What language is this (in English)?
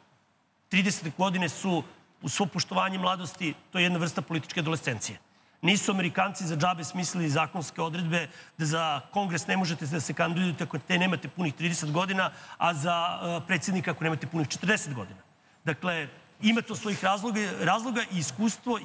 Serbian